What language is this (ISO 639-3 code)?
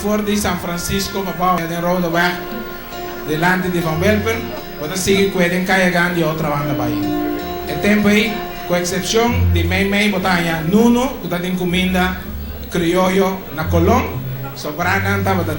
pap